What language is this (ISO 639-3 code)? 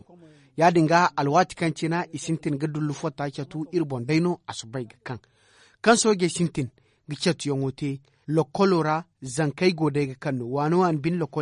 dje